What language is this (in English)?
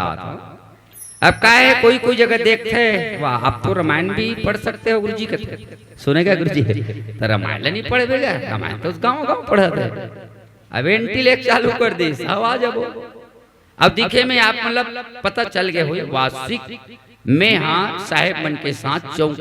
Chhattisgarhi